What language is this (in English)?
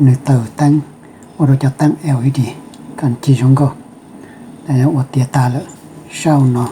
Hmong